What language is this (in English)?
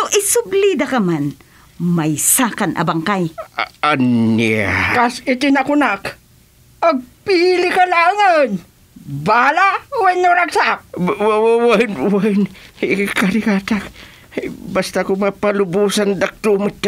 Iloko